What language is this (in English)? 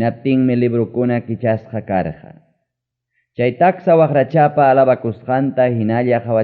Ayacucho Quechua